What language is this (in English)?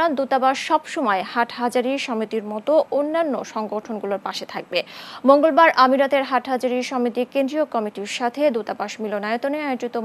Bangla